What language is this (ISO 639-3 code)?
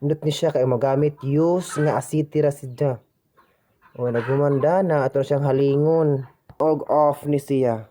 ceb